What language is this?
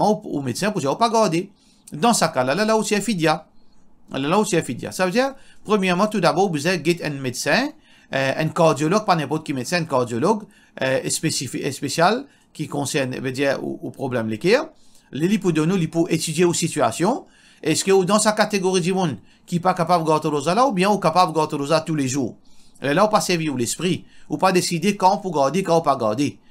Morisyen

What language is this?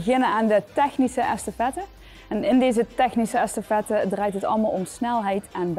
Limburgish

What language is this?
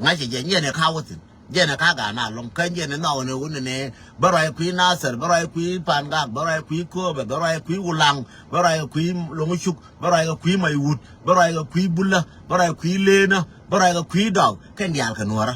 Nuer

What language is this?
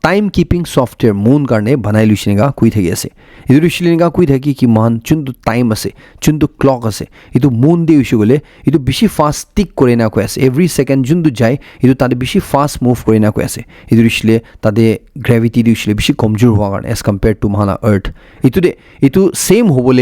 Naga Pidgin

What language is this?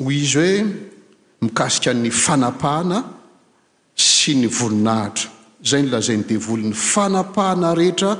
Malagasy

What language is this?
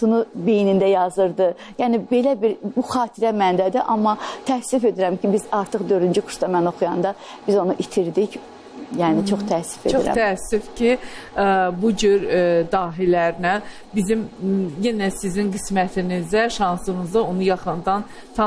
Azerbaijani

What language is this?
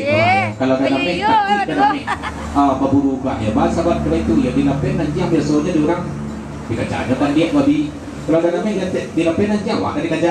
Minangkabau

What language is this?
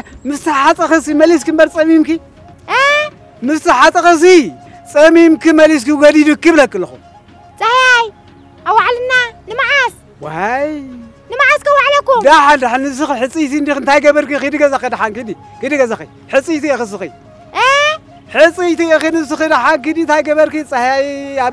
Tigrinya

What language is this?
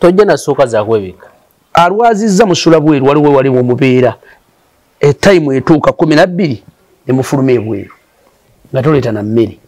Ganda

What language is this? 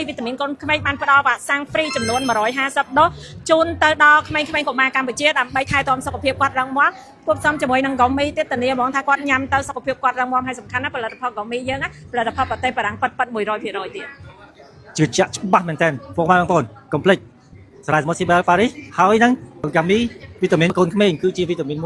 Khmer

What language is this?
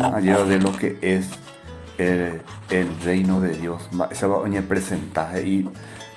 Guarani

